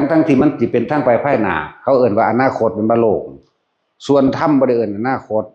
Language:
Northeastern Thai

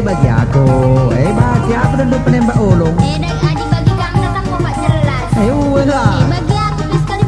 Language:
Batak Karo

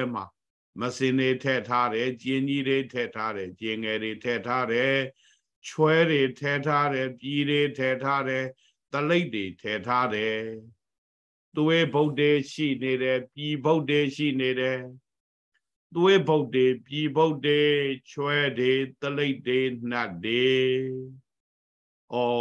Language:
Burmese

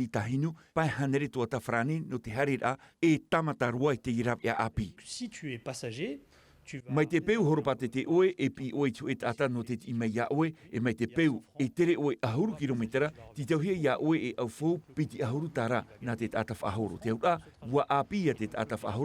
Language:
Tahitian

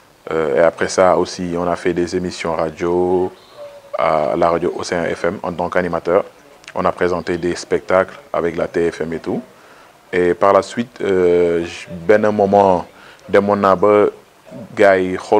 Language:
Wolof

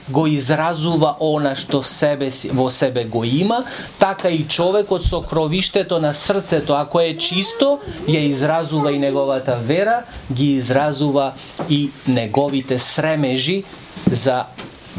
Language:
Macedonian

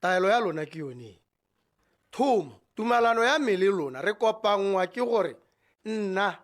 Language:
Tswana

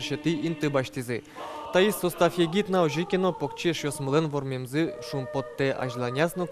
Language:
Udmurt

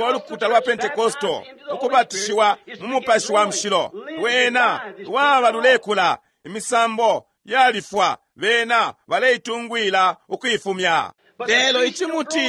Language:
Bemba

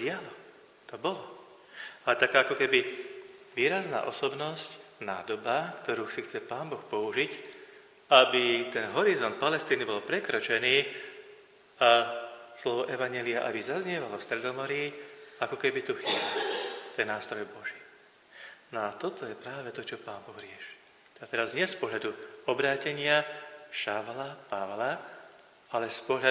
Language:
Slovak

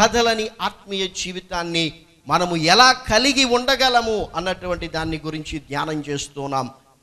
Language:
Telugu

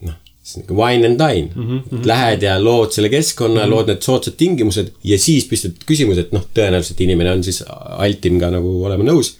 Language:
Estonian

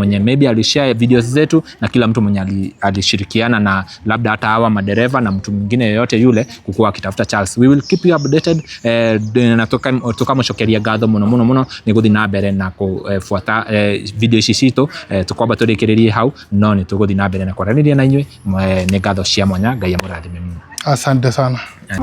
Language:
Kikuyu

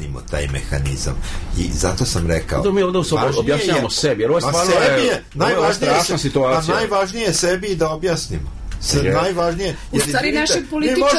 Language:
Serbian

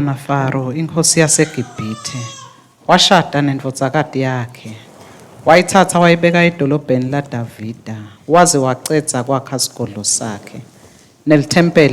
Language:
Swati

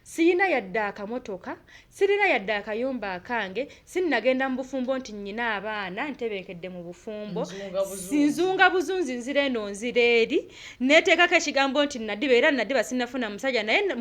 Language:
Ganda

